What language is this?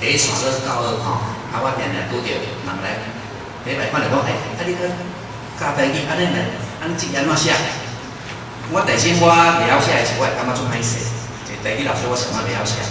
Min Nan Chinese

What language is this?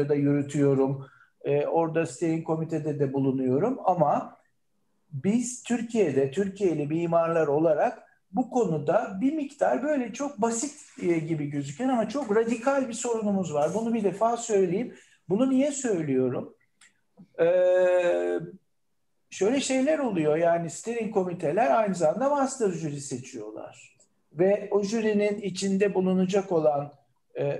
Turkish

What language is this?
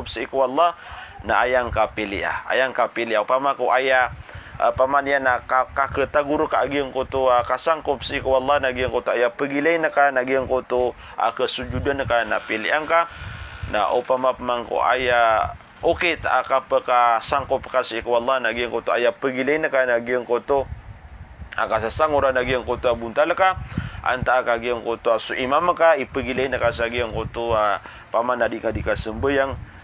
Maranao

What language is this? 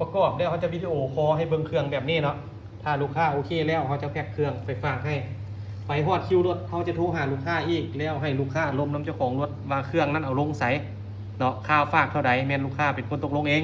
Lao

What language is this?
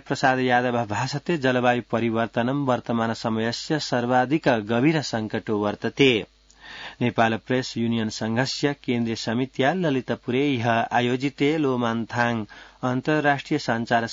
Sanskrit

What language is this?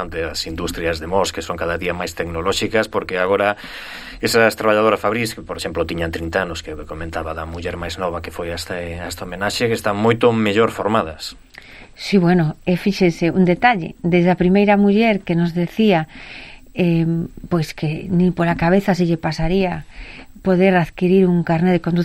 Galician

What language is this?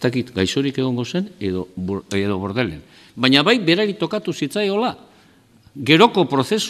Basque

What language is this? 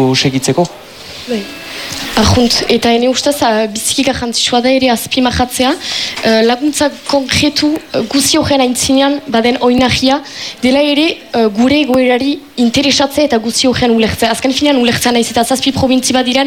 Basque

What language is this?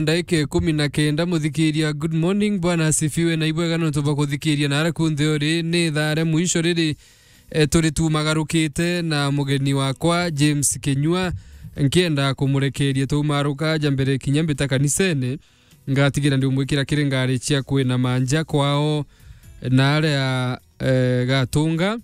Meru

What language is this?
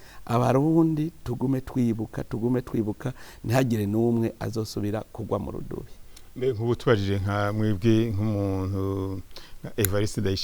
Rundi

